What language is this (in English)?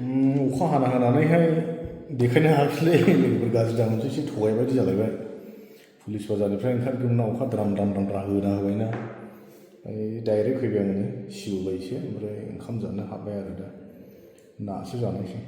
Bodo